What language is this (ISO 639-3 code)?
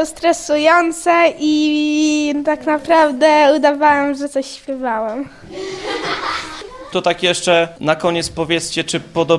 pol